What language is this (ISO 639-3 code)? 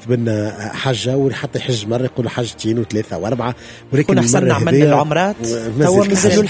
aeb